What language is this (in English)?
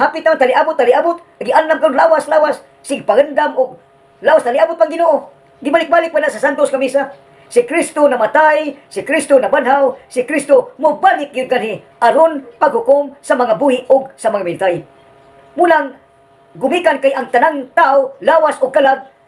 Cebuano